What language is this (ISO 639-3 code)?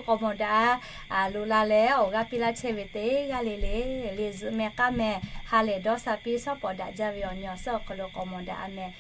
lhu